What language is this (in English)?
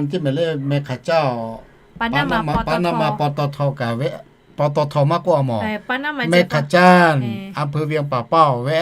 Lahu